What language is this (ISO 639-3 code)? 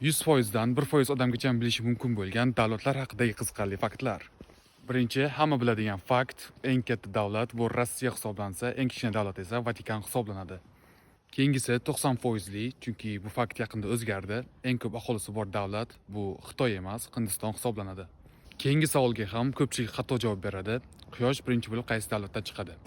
uzb